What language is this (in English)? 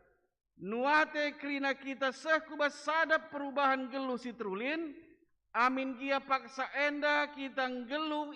Batak Karo